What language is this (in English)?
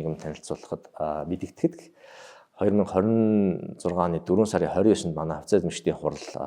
Mongolian